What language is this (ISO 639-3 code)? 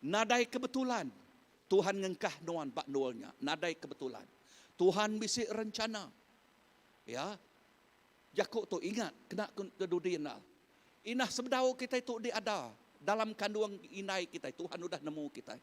iba